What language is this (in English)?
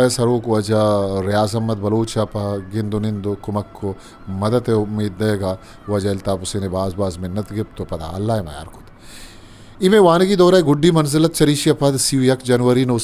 Eastern Balochi